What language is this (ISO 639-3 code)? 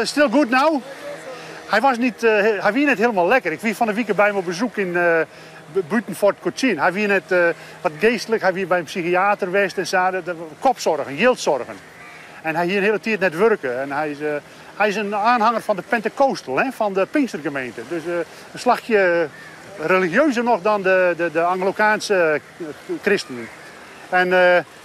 fry